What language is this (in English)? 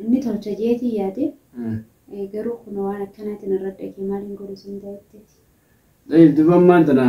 Oromo